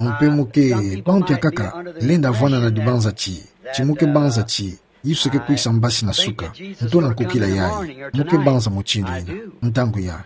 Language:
Kituba (Democratic Republic of Congo)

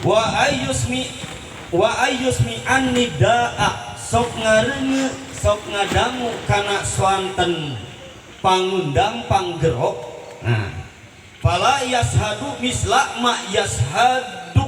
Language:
Sundanese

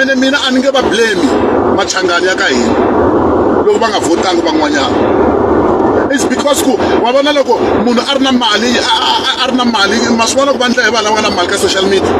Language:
Tsonga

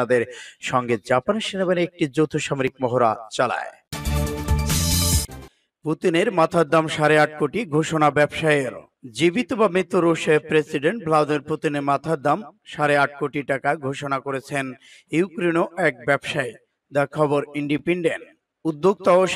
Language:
Bangla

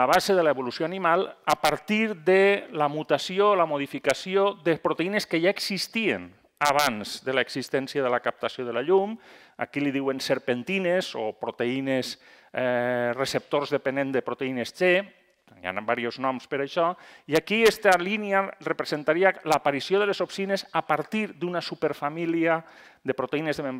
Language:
Catalan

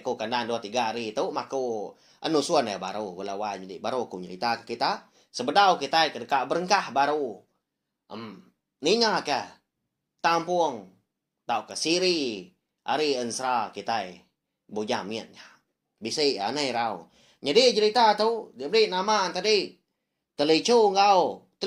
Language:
Iban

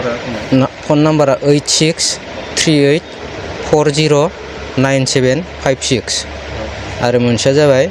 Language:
Bodo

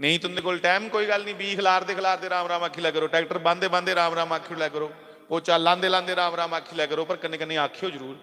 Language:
Dogri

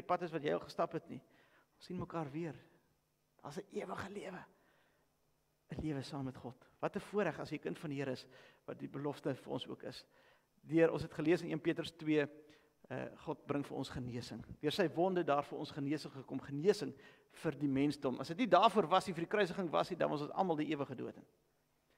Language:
Afrikaans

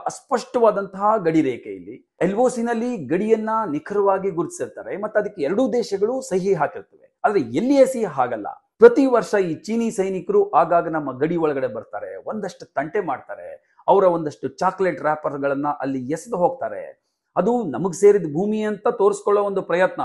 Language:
Kannada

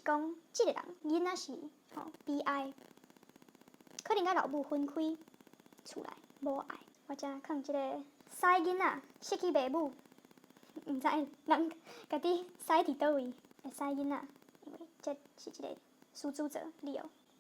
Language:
Min Nan Chinese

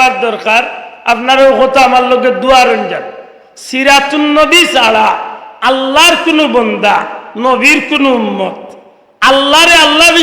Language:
Sylheti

